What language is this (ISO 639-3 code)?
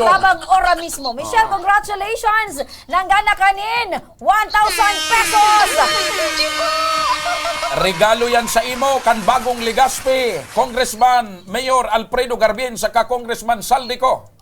bik